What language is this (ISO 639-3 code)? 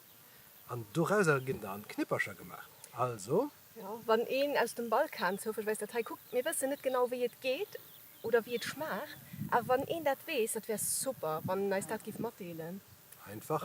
ltz